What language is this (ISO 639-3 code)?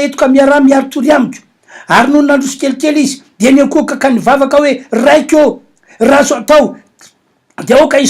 mlg